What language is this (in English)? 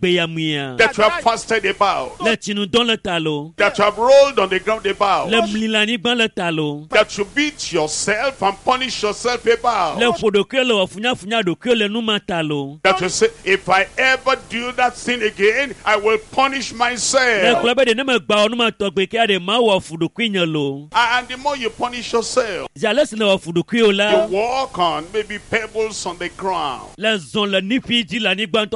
Ewe